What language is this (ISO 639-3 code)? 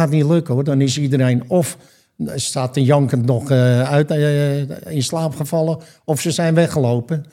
nld